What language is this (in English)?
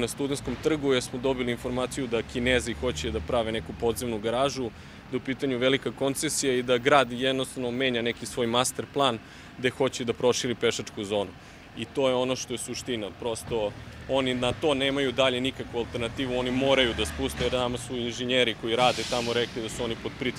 Serbian